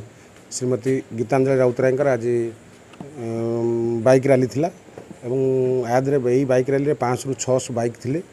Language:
Odia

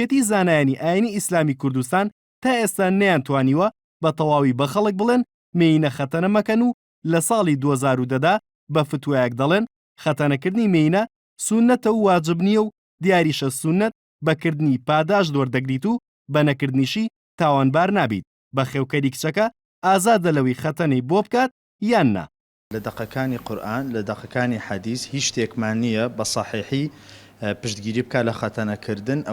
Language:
Central Kurdish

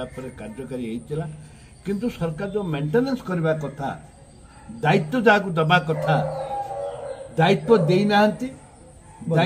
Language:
Odia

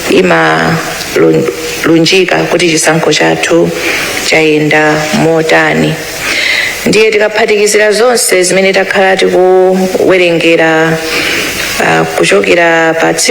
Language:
Nyanja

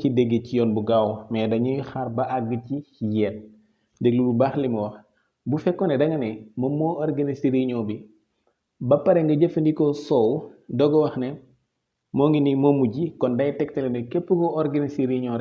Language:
Wolof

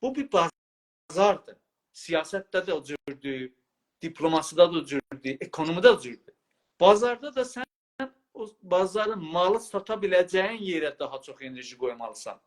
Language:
South Azerbaijani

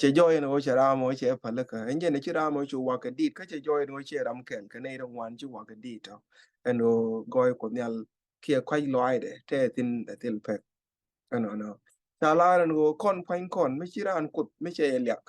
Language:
Nuer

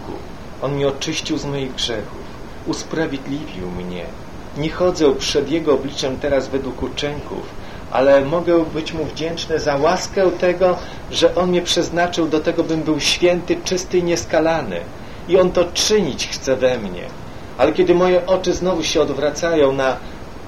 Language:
Polish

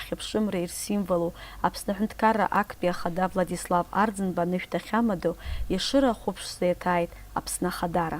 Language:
Abkhazian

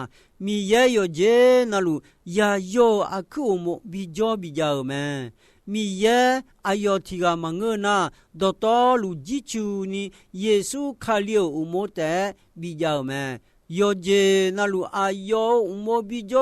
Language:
Akha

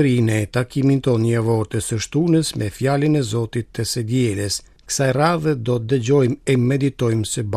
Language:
Albanian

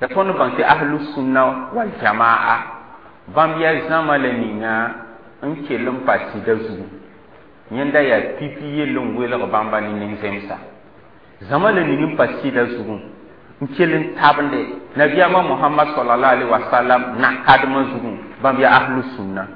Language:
Mossi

